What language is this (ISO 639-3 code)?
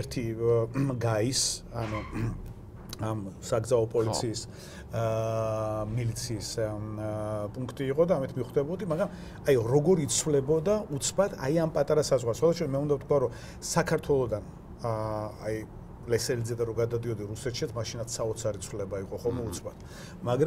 kat